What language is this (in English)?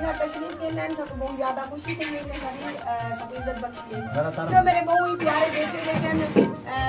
Hindi